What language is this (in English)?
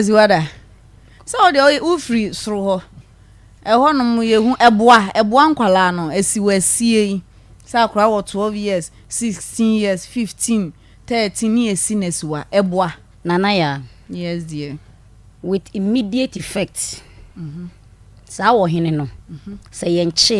Akan